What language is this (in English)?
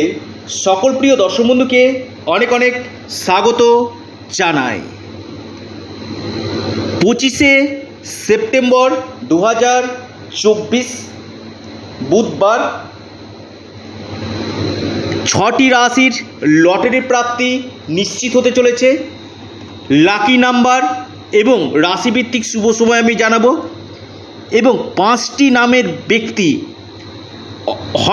Bangla